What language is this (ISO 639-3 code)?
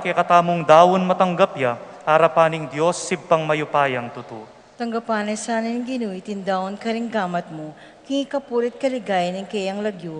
pam